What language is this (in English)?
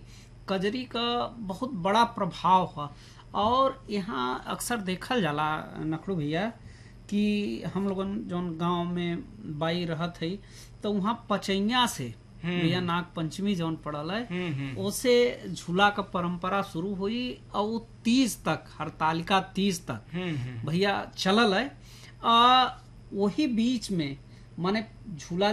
Bhojpuri